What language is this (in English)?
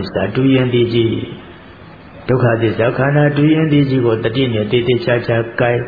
Burmese